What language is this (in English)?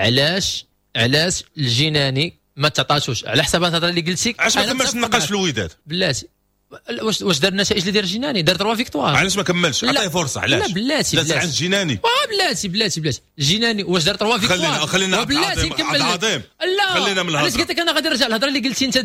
Moroccan Arabic